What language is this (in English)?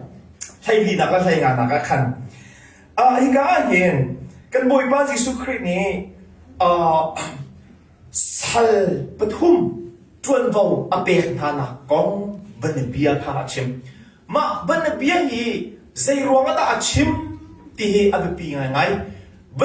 Hakha Chin